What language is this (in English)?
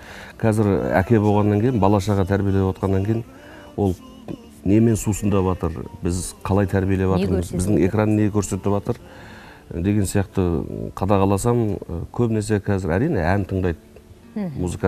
Kazakh